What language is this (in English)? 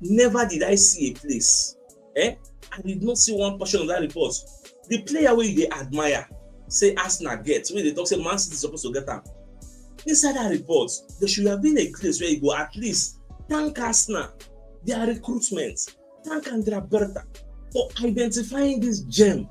Nigerian Pidgin